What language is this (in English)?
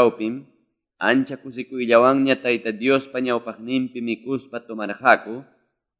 Quechua